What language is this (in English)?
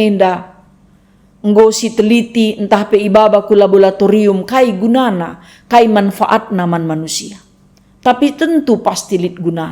Batak Karo